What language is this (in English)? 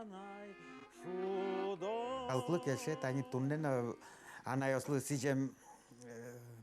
Udmurt